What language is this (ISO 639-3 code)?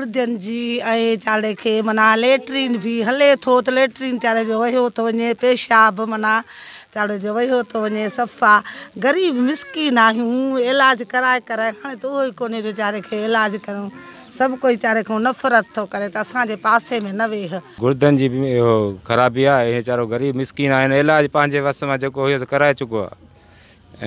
snd